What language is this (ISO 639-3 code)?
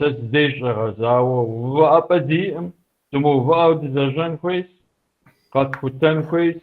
kbd